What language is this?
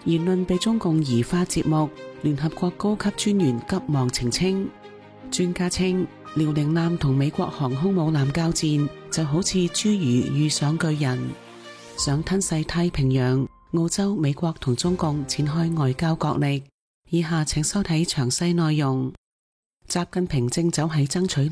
Cantonese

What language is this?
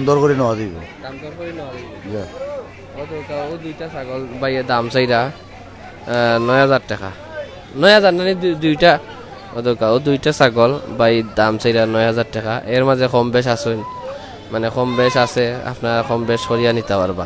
Sylheti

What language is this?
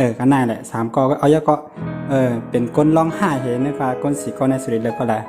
Shan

